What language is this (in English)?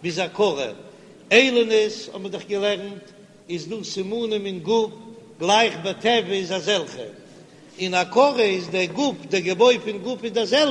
Yiddish